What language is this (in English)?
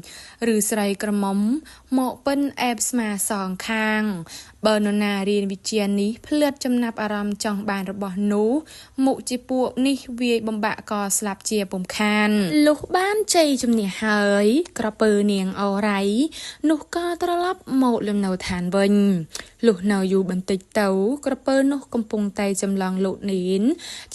Khmer